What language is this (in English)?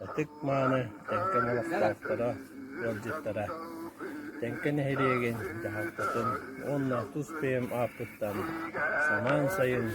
Yakut